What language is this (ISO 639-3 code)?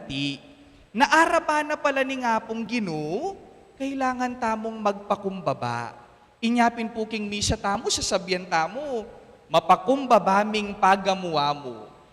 pam